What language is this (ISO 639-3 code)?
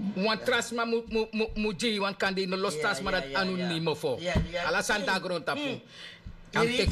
srn